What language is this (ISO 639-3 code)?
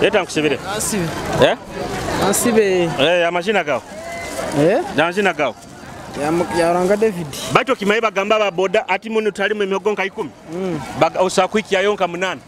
nyo